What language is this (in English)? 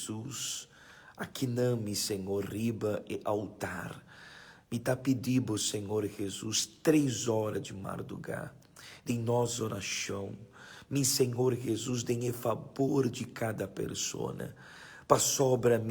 Papiamento